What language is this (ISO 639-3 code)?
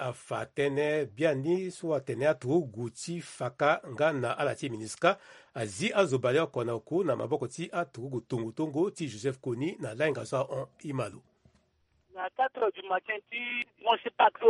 sag